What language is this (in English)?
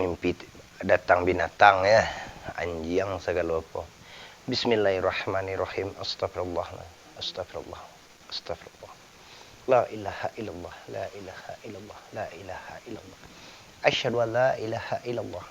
Minangkabau